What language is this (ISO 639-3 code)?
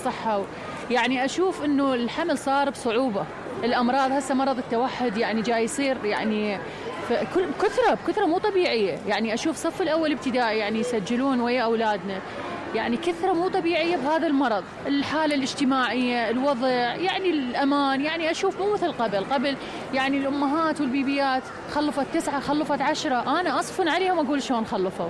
acm